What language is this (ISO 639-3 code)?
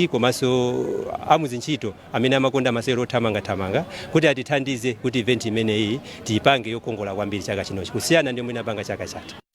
nya